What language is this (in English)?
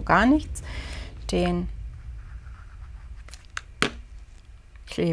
German